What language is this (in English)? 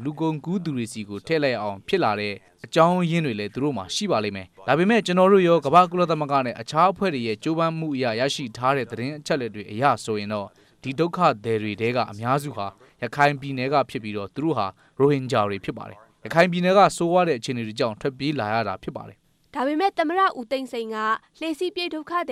Burmese